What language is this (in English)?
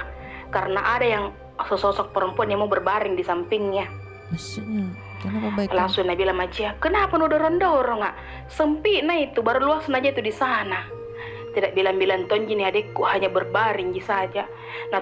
Makassar Malay